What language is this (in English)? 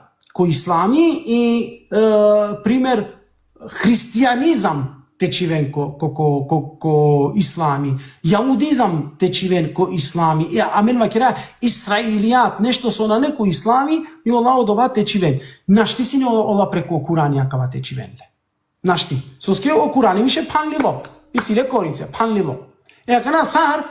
Balkan Romani